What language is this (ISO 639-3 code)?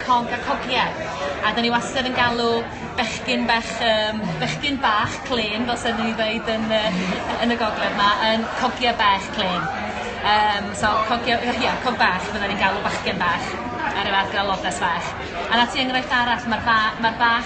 cym